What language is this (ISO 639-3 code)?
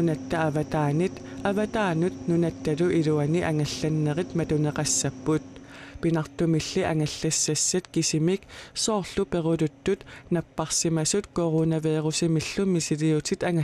kal